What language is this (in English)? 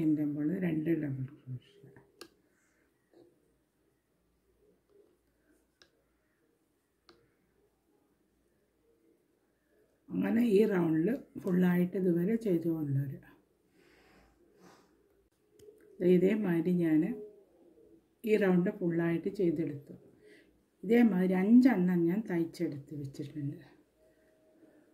Malayalam